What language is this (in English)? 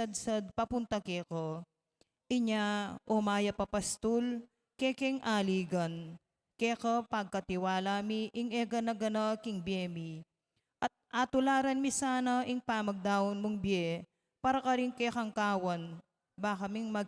Pampanga